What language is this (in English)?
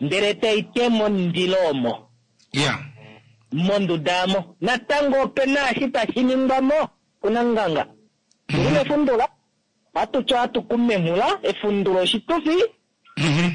Kuanyama